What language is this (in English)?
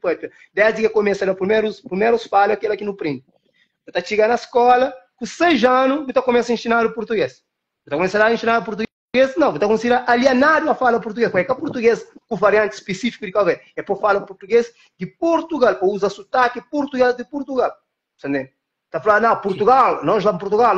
Kabuverdianu